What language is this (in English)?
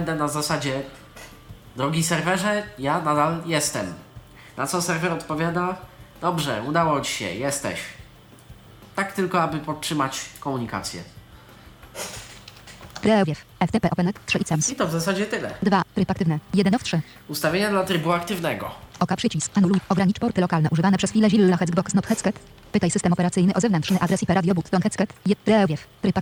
Polish